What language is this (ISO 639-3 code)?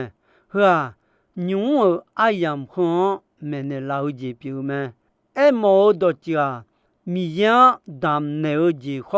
ahk